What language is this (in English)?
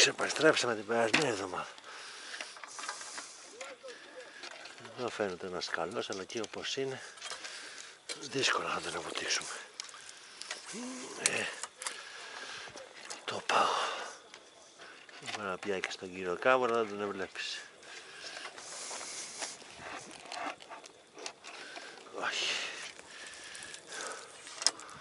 Greek